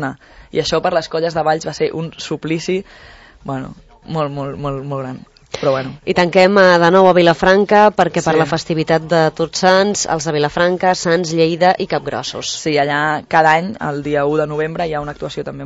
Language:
Catalan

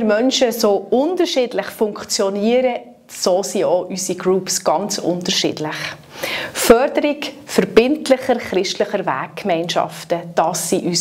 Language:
Swiss German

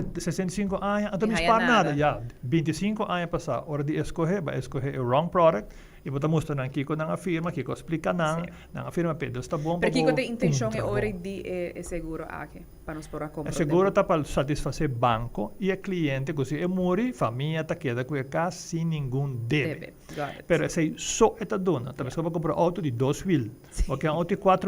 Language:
Papiamento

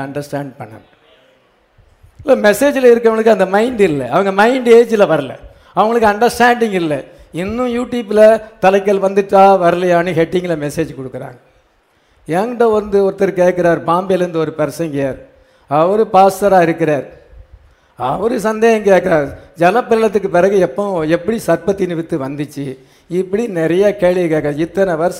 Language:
Tamil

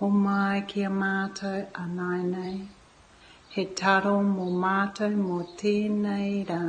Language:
Māori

